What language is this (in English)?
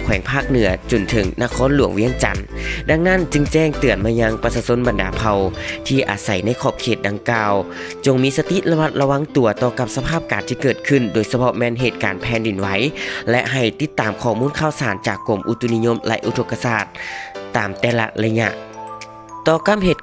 Lao